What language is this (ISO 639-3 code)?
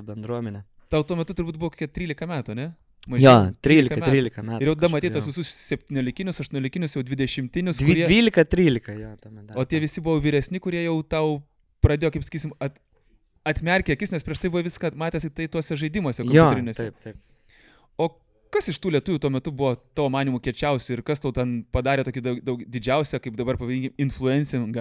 lit